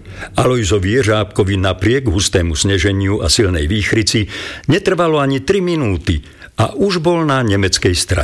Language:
Slovak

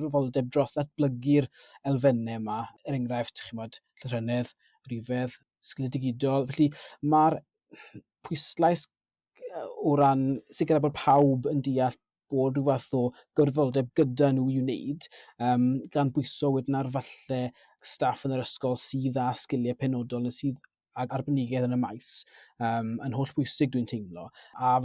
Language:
Welsh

